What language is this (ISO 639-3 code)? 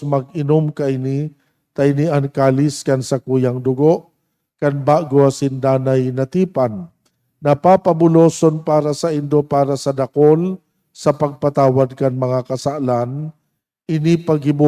bik